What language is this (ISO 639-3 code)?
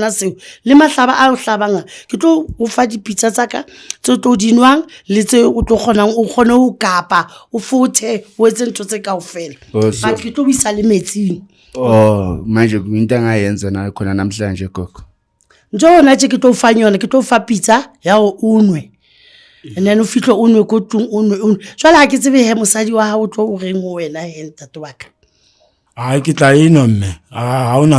zul